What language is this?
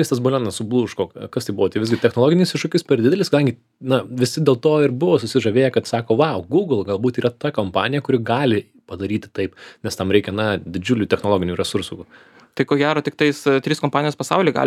Lithuanian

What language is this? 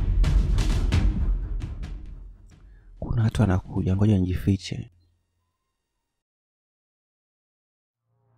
Swahili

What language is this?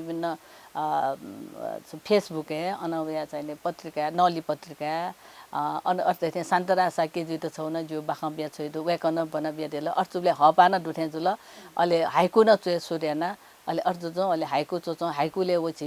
Newari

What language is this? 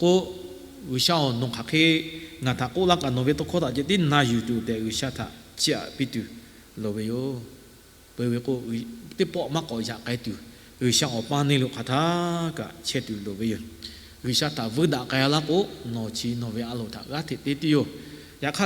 Lahu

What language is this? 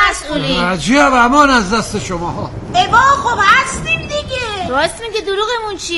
Persian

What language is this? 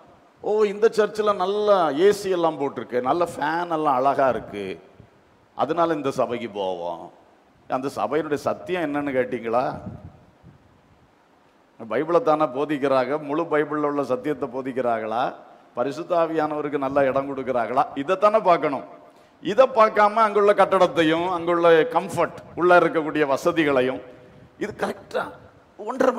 Tamil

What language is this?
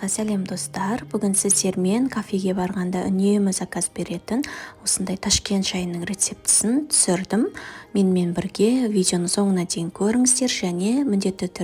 Kazakh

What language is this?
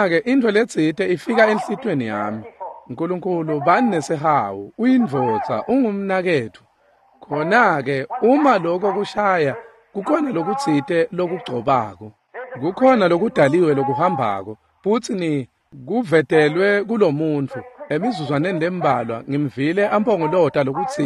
Swati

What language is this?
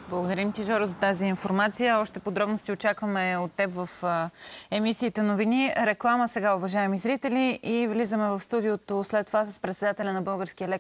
Bulgarian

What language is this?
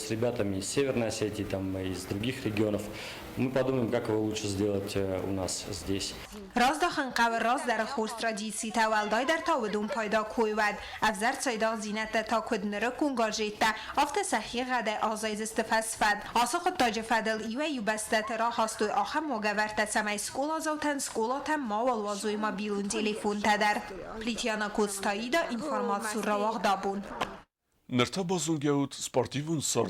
Ossetic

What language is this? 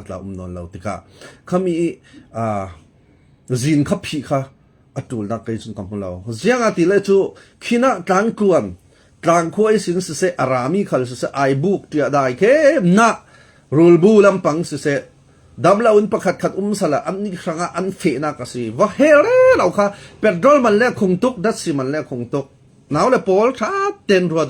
Falam Chin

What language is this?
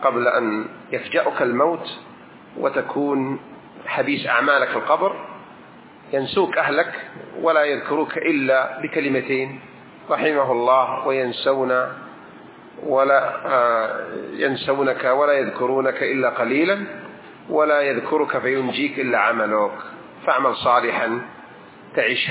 Arabic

